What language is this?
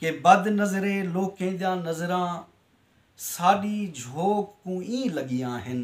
Saraiki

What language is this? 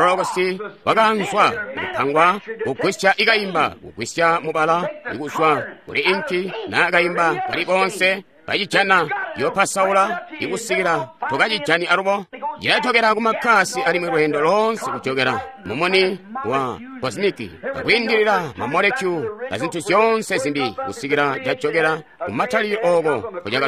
Tonga (Zambia)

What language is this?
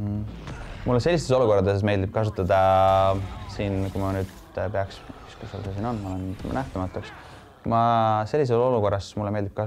Estonian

